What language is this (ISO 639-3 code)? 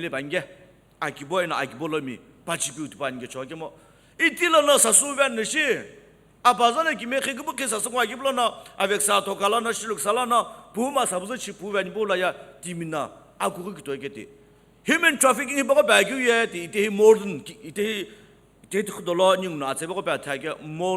nsm